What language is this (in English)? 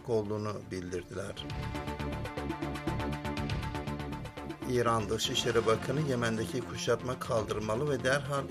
Turkish